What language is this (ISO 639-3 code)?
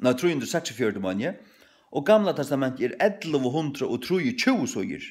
fao